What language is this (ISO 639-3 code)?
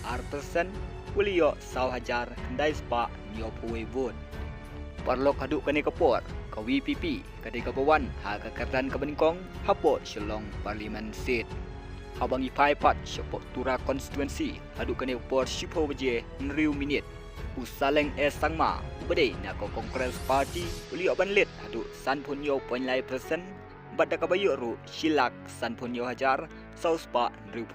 kha